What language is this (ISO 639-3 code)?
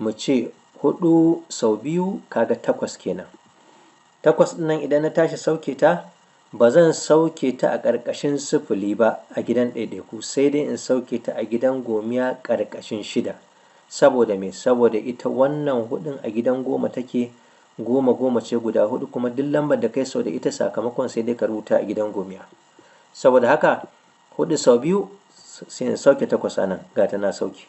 hau